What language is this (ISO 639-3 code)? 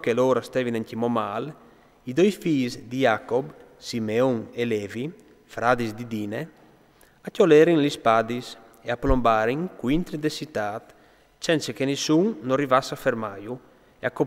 fur